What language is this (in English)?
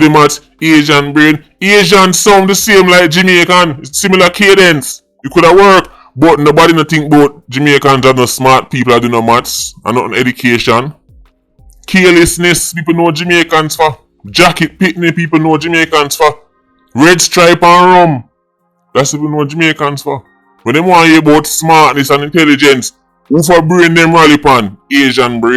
Jamaican Creole English